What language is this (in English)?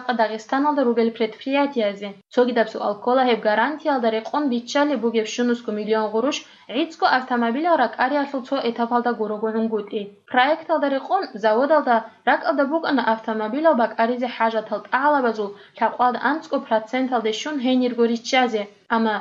Avaric